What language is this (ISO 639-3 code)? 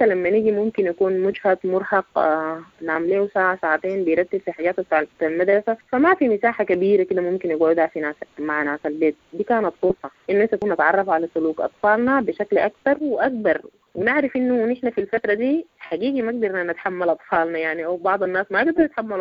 apd